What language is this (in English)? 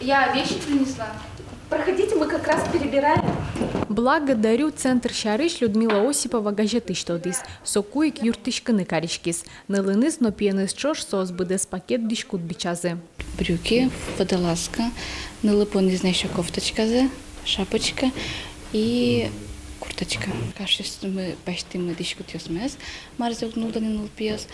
Udmurt